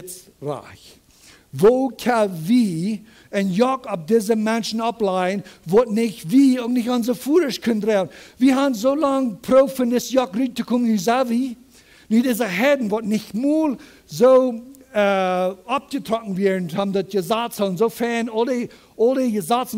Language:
Plautdietsch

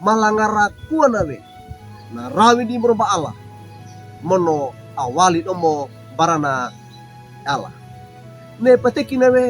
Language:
Wejewa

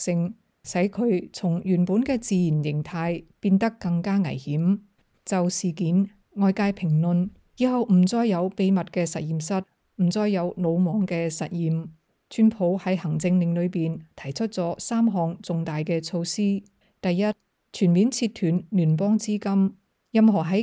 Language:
Cantonese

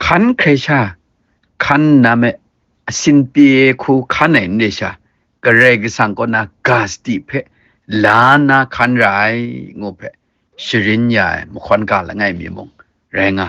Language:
Kachin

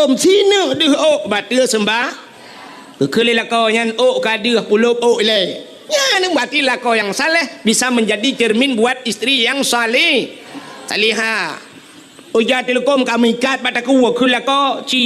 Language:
Achinese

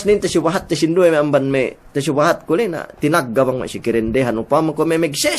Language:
Yakan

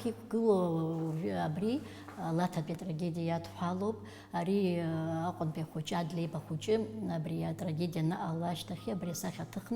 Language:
Abkhazian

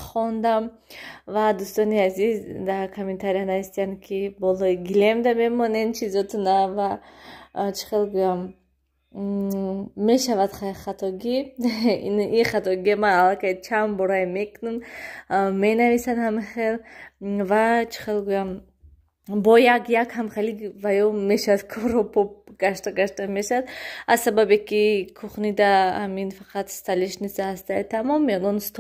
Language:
Tajik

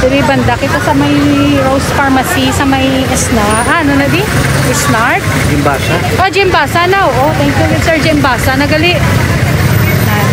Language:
Hiligaynon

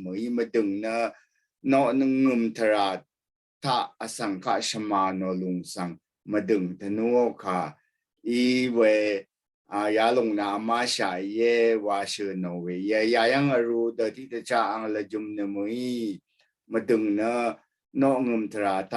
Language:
Rawang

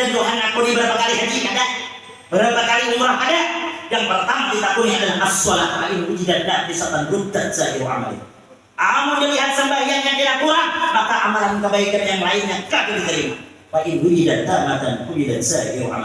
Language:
Banjar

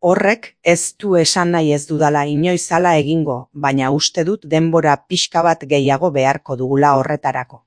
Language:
Basque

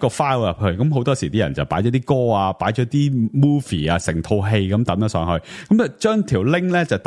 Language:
Cantonese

